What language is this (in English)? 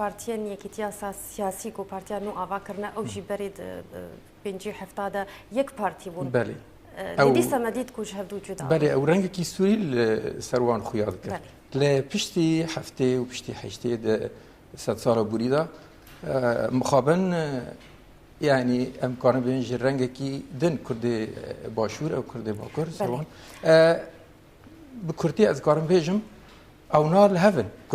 Kurdish